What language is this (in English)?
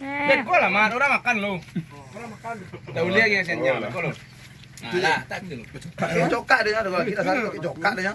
Minangkabau